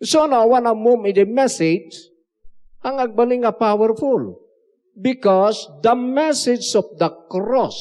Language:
Iloko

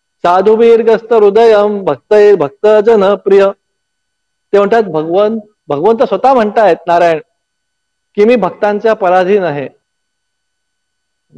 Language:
Marathi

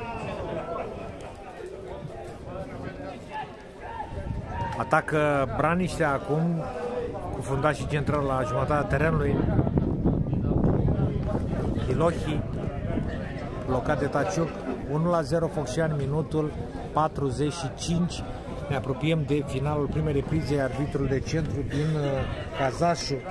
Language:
Romanian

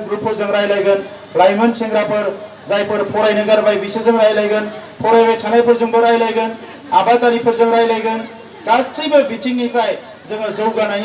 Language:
Bodo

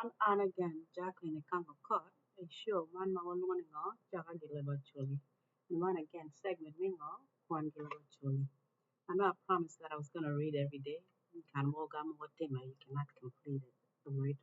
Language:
Acoli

